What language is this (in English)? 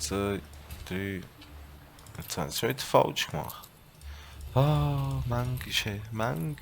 Swiss German